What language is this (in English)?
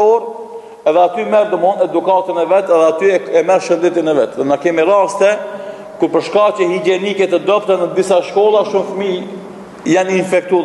Albanian